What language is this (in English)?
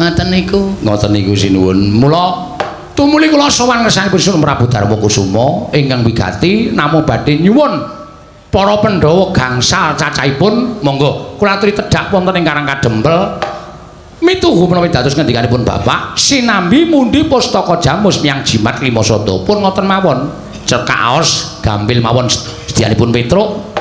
Javanese